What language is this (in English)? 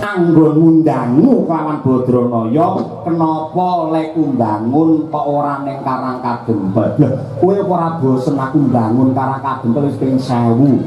Javanese